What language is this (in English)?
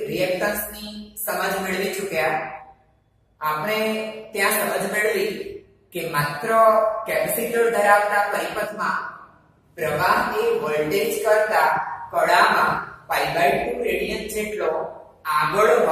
Gujarati